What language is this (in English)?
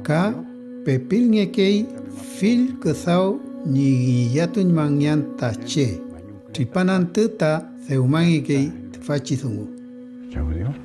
Mapuche